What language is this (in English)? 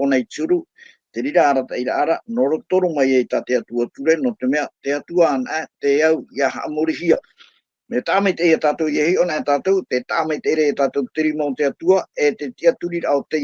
Tahitian